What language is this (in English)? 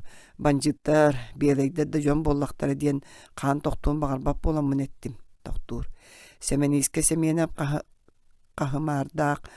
Yakut